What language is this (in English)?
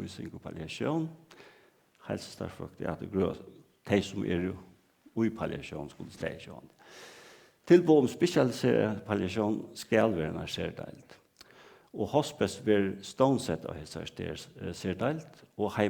Faroese